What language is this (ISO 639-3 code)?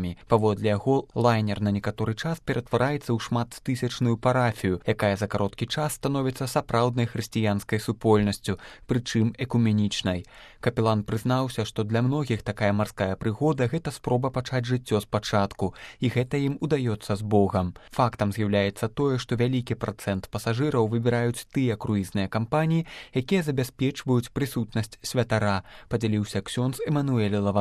bel